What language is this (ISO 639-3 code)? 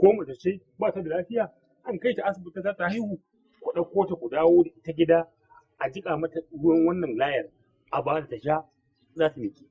hau